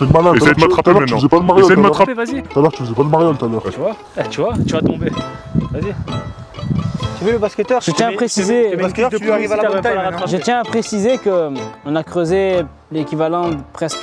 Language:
French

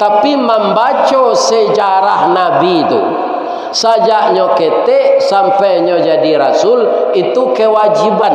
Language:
Minangkabau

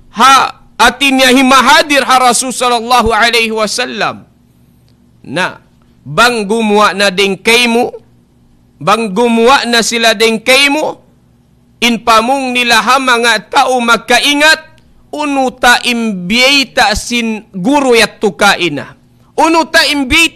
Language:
Tausug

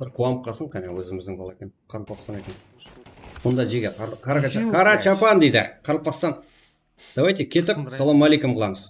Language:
Kara-Kalpak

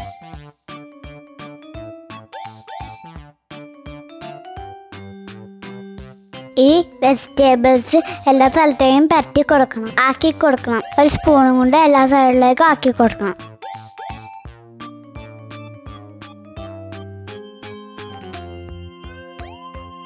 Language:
Malayalam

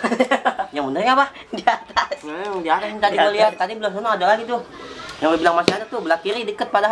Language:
Betawi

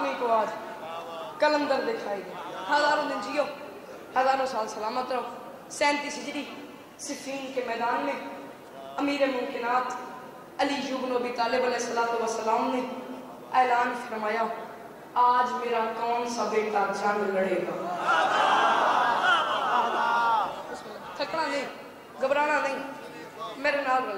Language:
Urdu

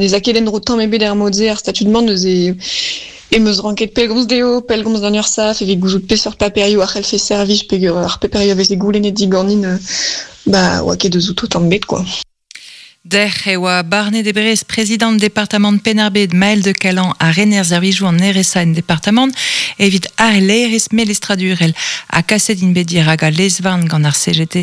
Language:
Breton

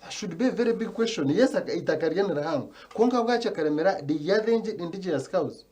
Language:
Nyankole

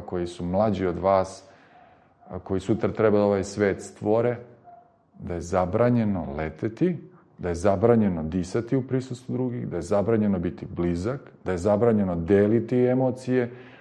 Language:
Serbian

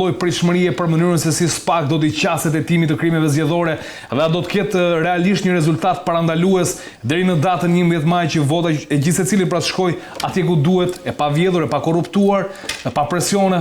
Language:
Albanian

